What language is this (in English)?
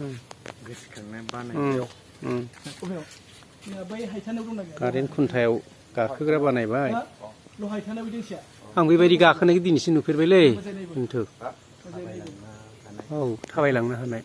Bodo